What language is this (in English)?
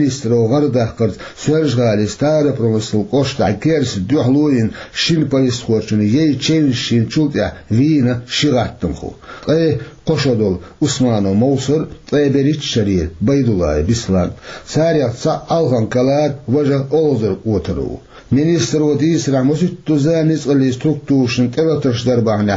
Chechen